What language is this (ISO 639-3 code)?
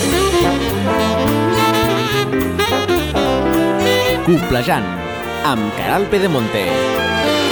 cat